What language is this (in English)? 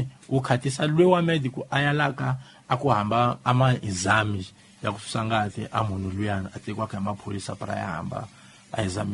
Tsonga